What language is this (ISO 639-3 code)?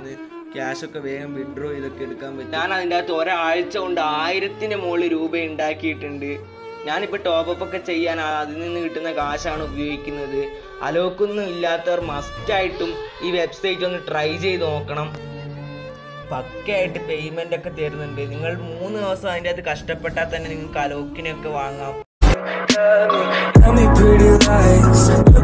mal